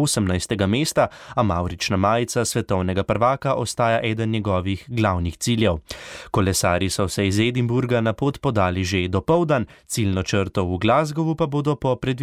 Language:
Slovenian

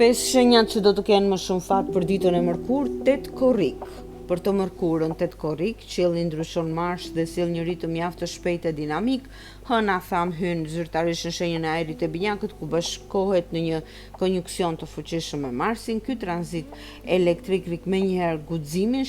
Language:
Albanian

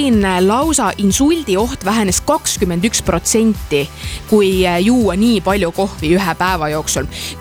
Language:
Estonian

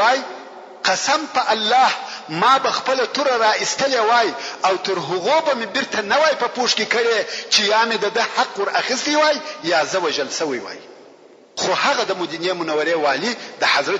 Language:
Pashto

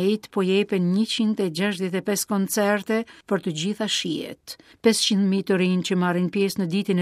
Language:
Albanian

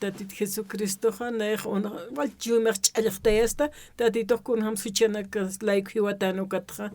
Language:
Aymara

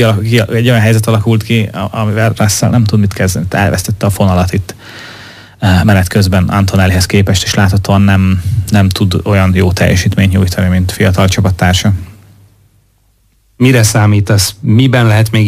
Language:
Hungarian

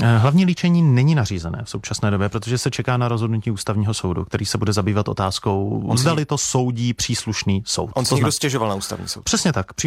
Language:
Czech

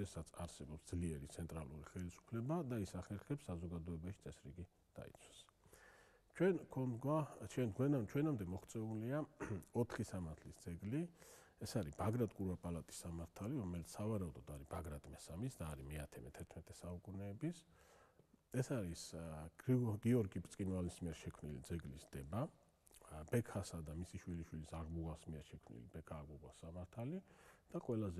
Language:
Georgian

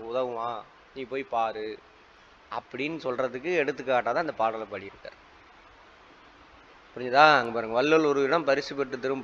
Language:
Tamil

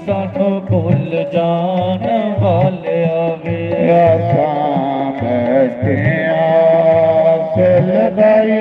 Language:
Dogri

